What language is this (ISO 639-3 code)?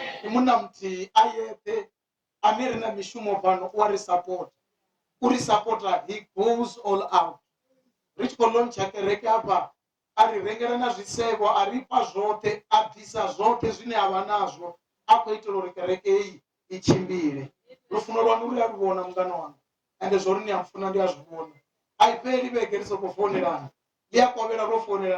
ven